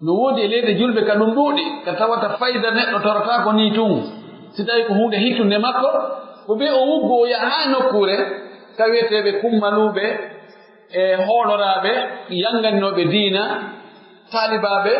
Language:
Pular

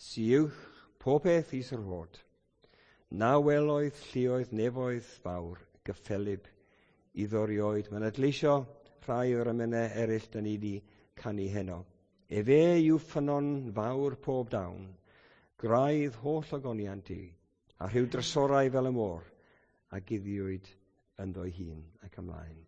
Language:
Welsh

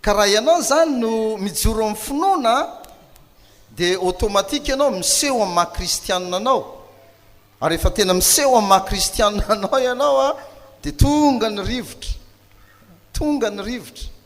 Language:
Malagasy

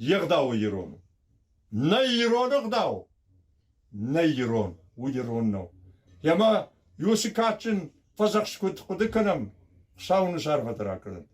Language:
Ossetic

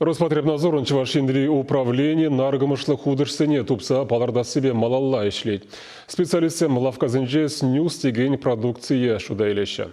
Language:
Chuvash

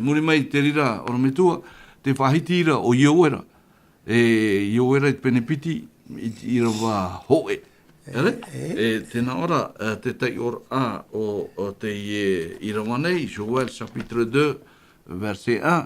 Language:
Tahitian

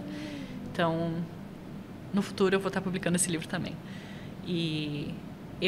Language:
Portuguese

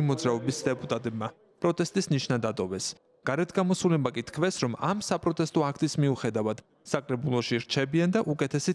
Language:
Georgian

